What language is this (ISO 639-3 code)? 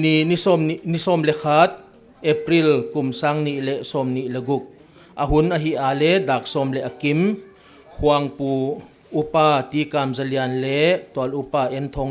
pck